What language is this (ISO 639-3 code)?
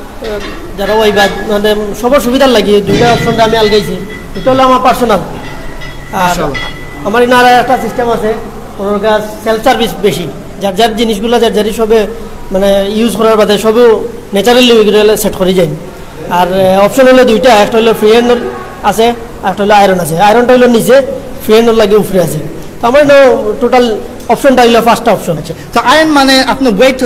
syl